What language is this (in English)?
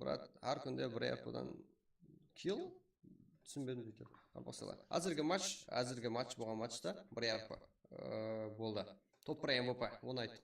Kara-Kalpak